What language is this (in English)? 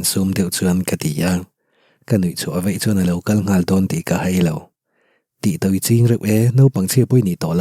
Mizo